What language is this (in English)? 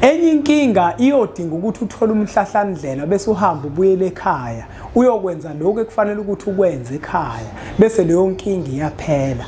Zulu